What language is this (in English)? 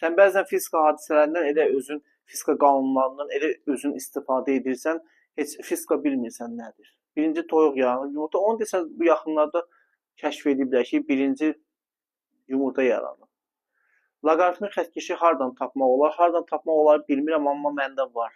Azerbaijani